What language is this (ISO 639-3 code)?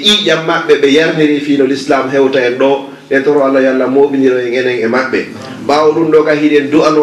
ful